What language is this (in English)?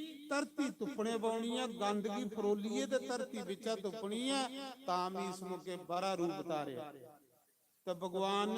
Dogri